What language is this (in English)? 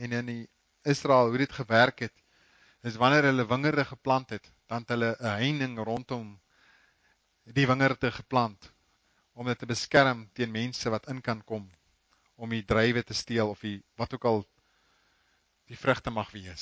Afrikaans